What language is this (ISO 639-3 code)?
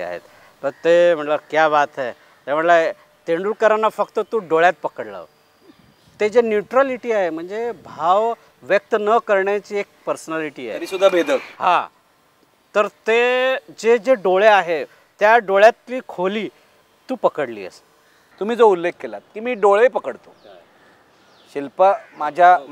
mar